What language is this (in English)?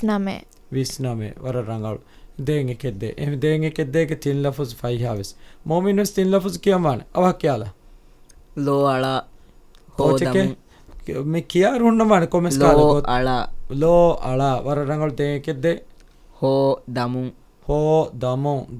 Divehi